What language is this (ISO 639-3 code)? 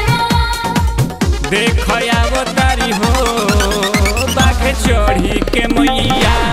bho